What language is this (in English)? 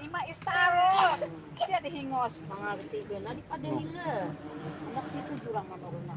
Banjar